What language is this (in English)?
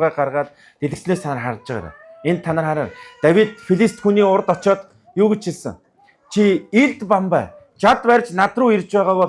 Mongolian